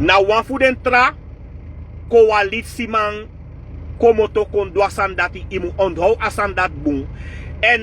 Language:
Sranan Tongo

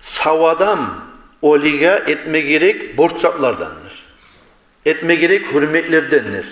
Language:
Kumyk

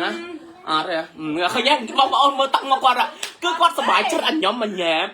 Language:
Khmer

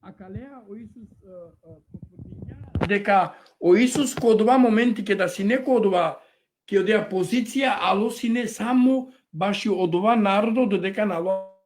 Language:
Balkan Romani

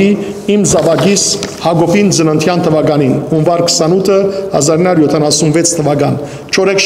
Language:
Western Armenian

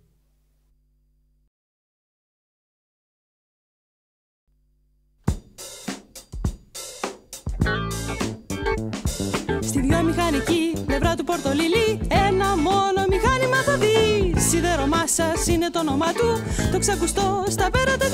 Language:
Greek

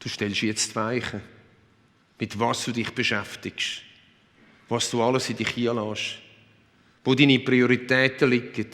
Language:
Swiss German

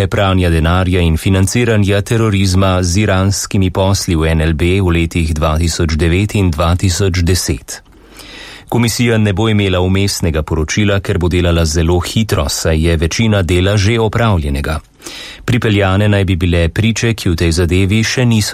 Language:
Slovenian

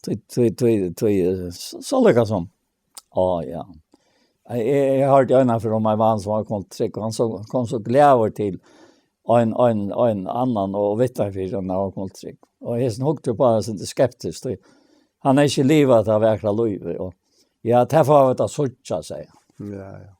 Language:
Faroese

